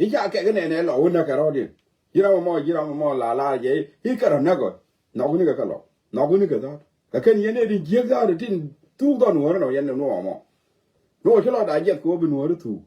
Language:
Nuer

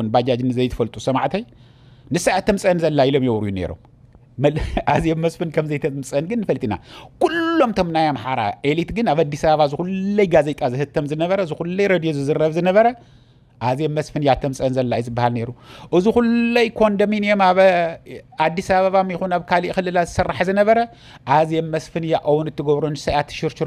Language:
Tigrinya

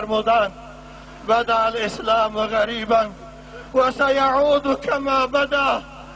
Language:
Tajik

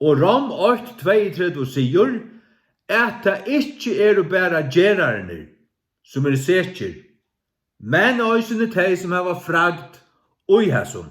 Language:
Faroese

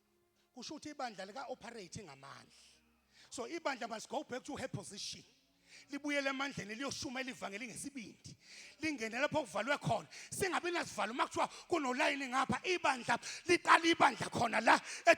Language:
Zulu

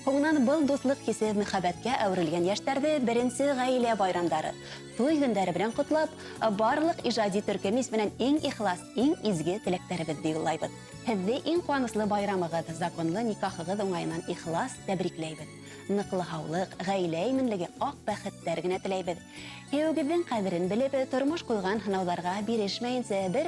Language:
Bashkir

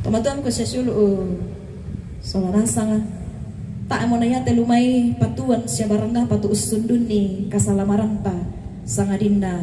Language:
Toraja-Sa'dan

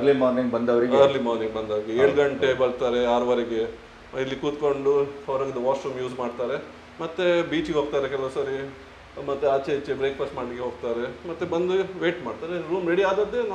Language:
Kannada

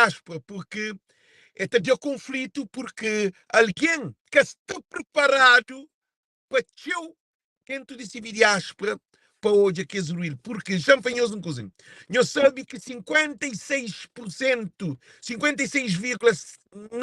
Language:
Kabuverdianu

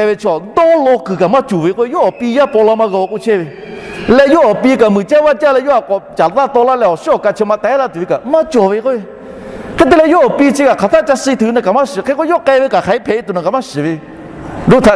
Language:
Lahu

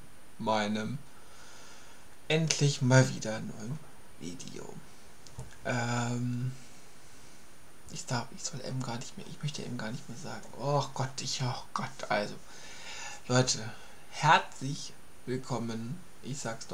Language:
German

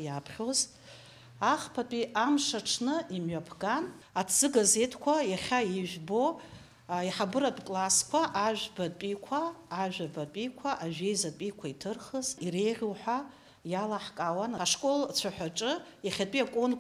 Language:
Abkhazian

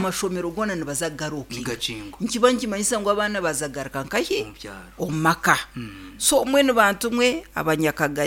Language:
Nyankole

